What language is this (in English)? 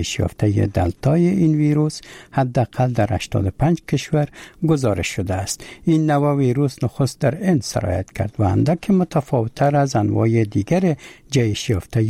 Persian